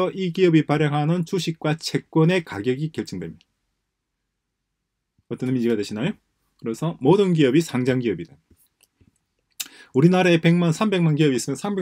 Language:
Korean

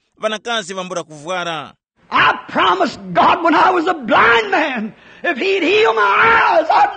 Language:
Tumbuka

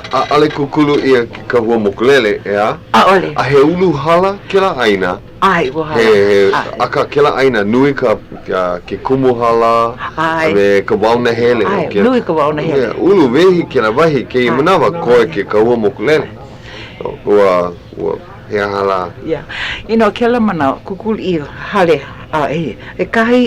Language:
Hawaiian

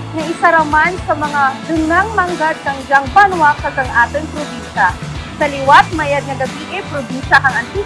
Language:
Kinaray-a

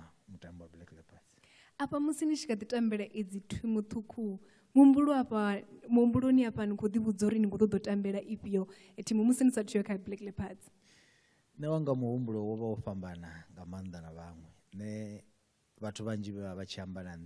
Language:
Venda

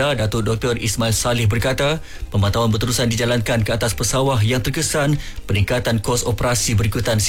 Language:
Malay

